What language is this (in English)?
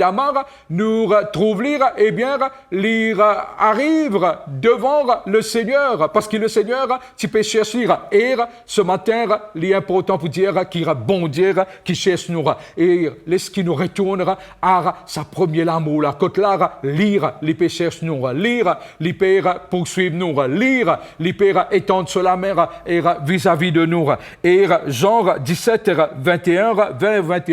Morisyen